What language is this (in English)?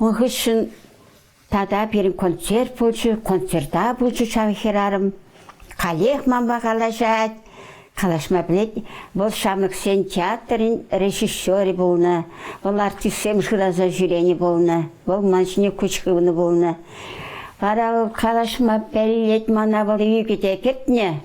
Chuvash